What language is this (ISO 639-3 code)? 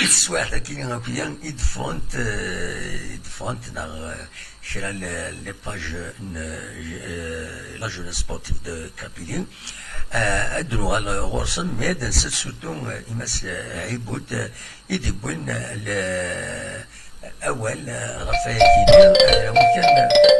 kab